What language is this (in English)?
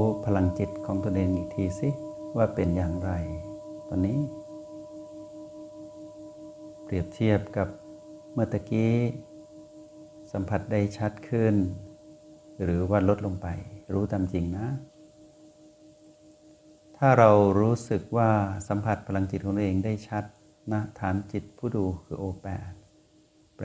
Thai